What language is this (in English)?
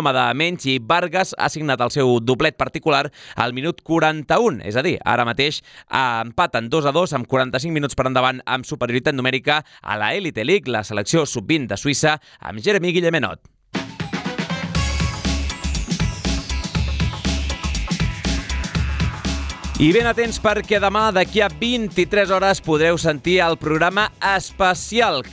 Catalan